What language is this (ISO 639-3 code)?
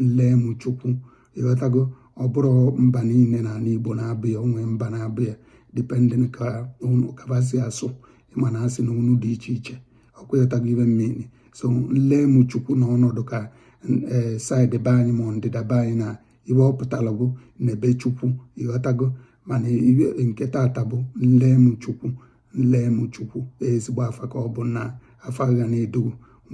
ibo